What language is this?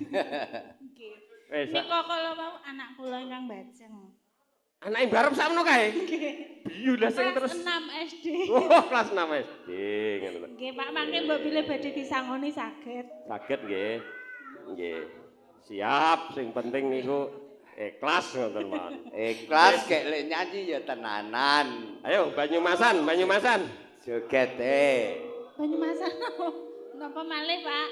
Javanese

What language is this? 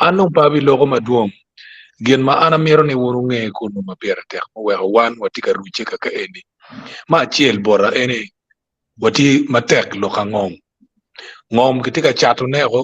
Acoli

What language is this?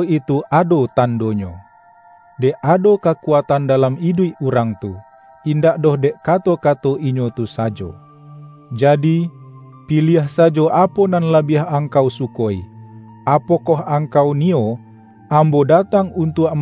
Minangkabau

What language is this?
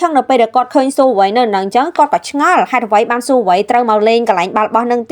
Khmer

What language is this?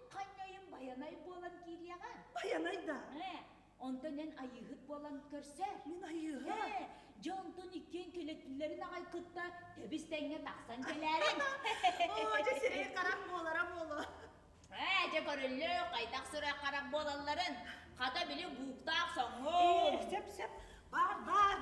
Yakut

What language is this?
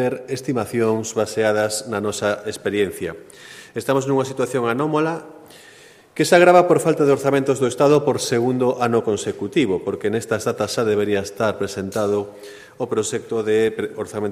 Galician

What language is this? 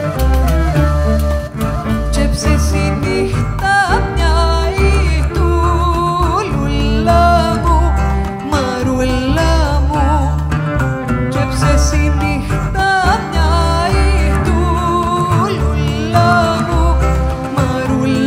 Greek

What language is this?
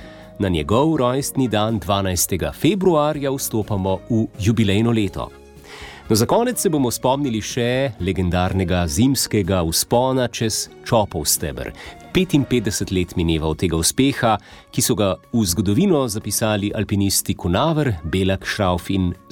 Slovenian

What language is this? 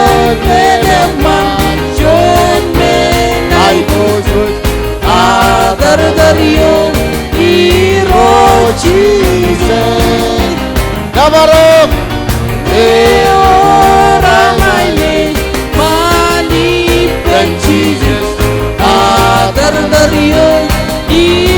Marshallese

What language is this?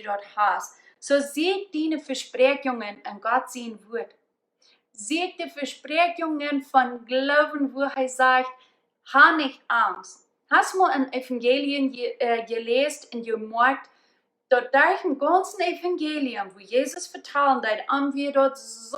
Plautdietsch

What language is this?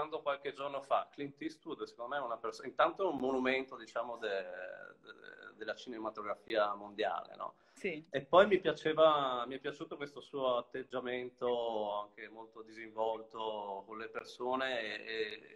Italian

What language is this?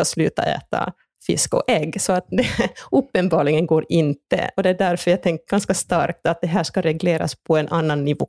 Swedish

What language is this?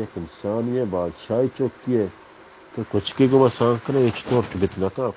Baluchi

